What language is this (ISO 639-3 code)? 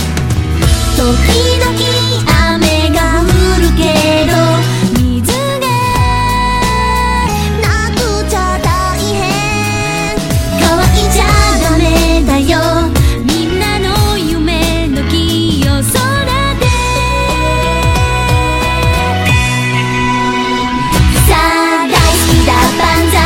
jpn